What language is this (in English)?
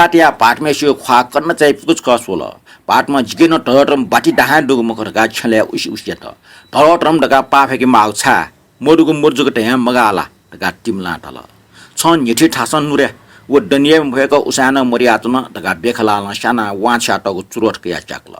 Newari